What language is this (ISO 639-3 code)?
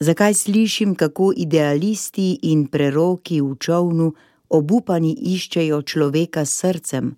slv